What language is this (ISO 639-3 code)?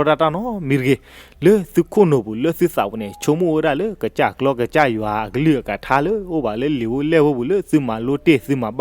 ksw